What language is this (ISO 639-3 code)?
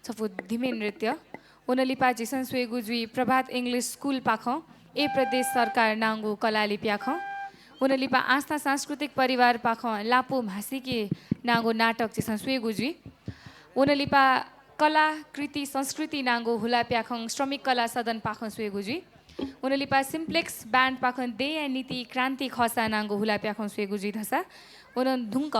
new